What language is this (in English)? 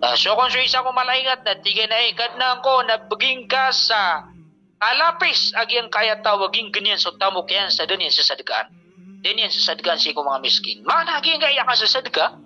Maranao